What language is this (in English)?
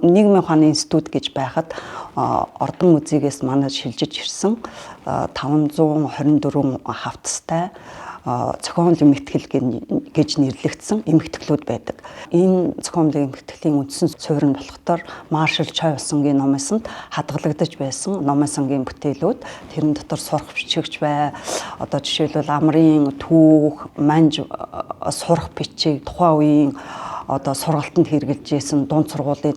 Mongolian